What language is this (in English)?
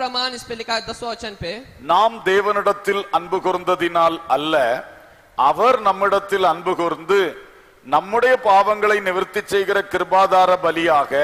Tamil